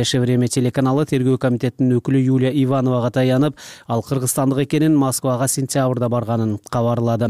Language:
Kyrgyz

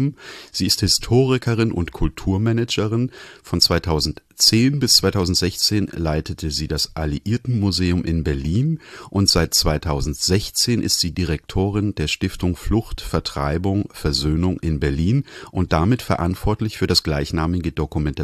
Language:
German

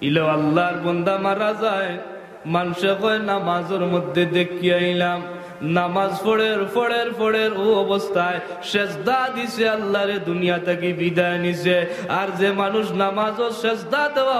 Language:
Sylheti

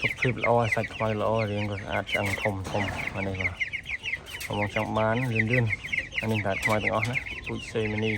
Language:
Khmer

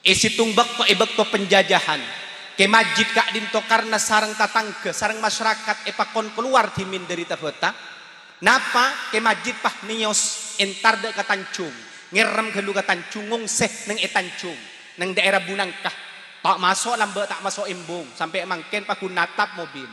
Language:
Madurese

